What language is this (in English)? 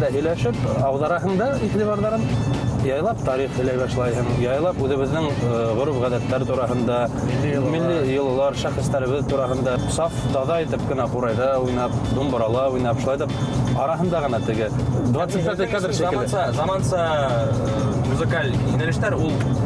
Bashkir